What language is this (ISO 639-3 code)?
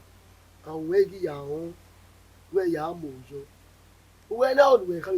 bin